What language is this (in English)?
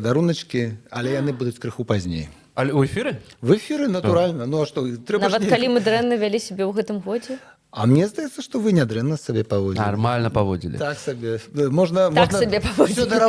Belarusian